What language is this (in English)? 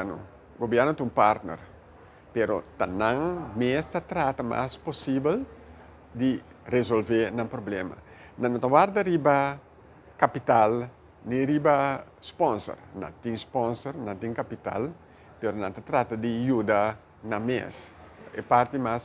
Papiamento